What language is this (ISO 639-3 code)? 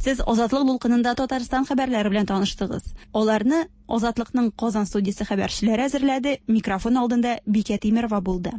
tat